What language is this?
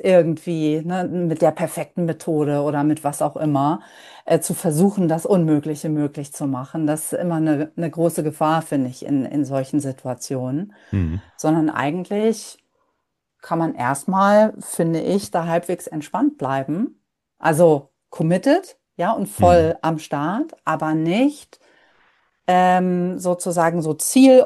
German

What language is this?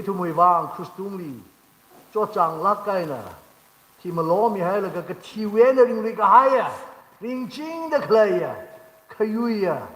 Tangkhul Naga (India)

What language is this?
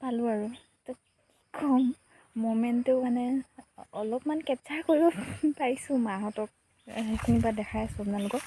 Assamese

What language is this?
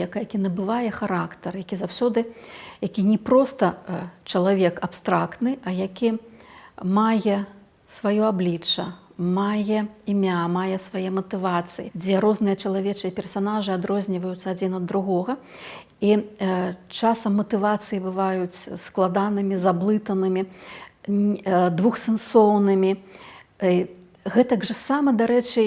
Belarusian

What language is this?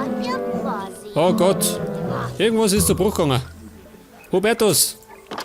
Bavarian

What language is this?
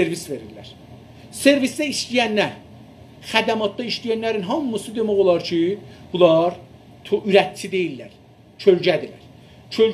South Azerbaijani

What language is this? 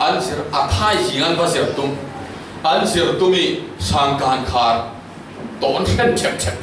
Falam Chin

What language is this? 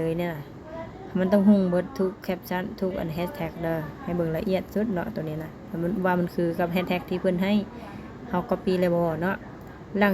Lao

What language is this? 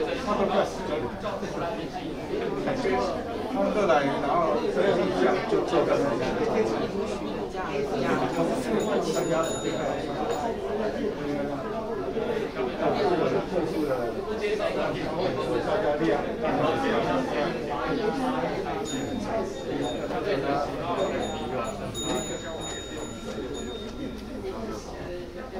Chinese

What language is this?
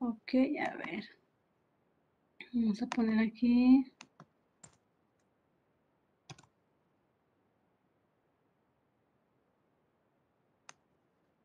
Spanish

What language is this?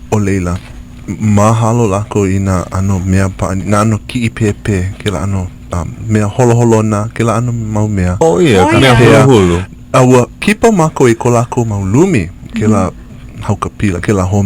Hawaiian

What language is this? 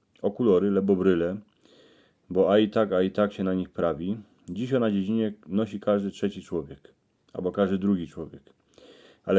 Silesian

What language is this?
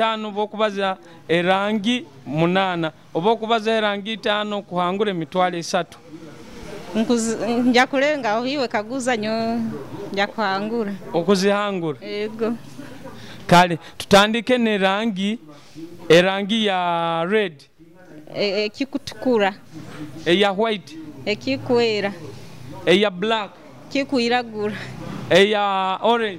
Nyoro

